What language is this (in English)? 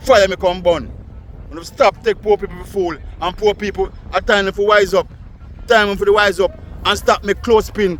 Jamaican Creole English